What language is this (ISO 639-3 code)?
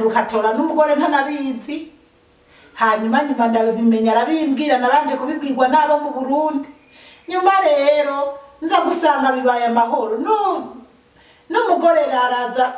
run